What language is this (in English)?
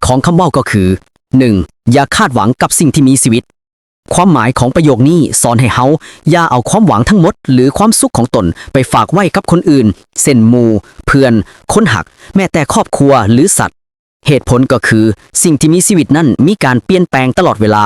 Lao